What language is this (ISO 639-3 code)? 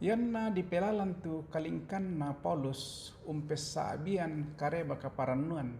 sda